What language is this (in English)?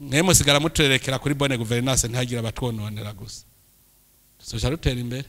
Rundi